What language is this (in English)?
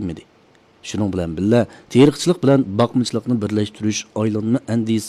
Uyghur